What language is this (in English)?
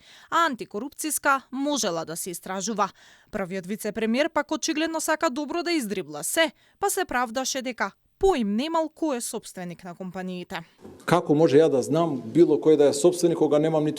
Macedonian